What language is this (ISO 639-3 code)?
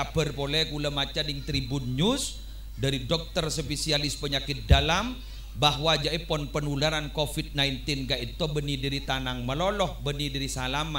mad